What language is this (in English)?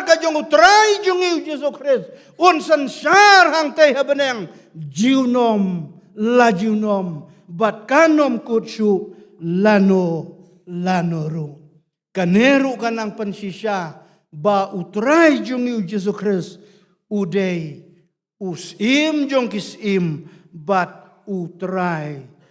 Khasi